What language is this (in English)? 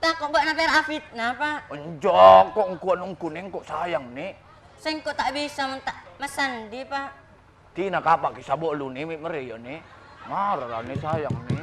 Madurese